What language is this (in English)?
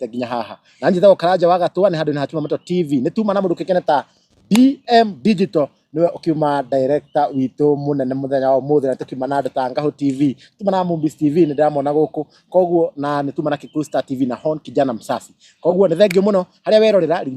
Kikuyu